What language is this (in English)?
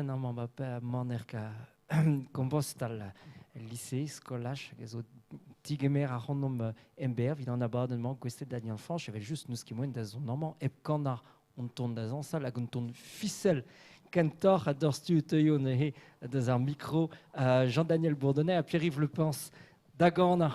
Breton